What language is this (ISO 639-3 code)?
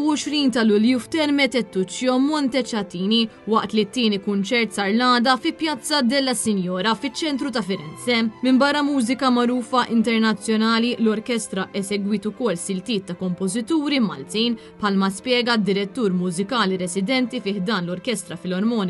mlt